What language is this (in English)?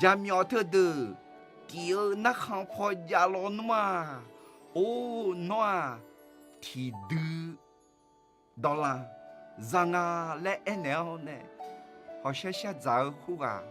Akha